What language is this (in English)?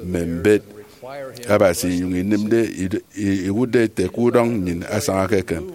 Efik